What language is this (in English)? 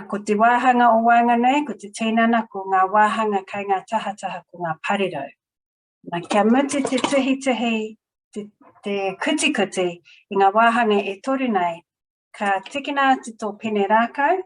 Māori